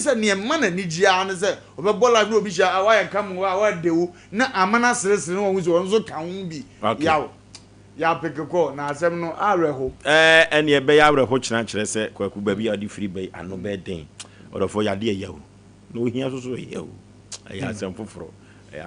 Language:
Akan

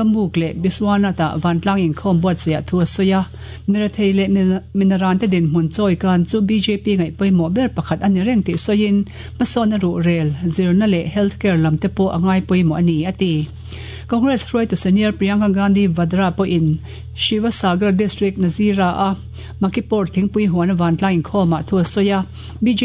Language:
Mizo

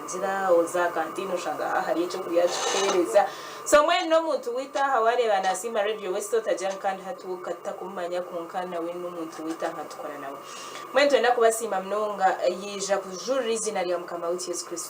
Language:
Nyankole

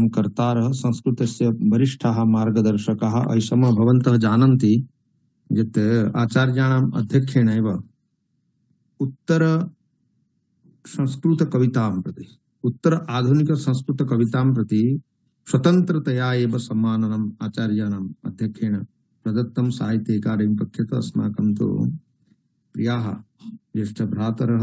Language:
Sanskrit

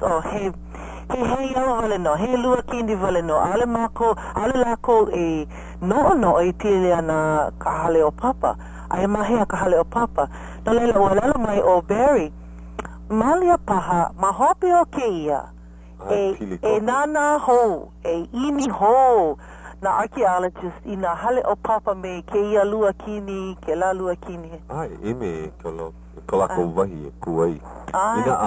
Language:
Hawaiian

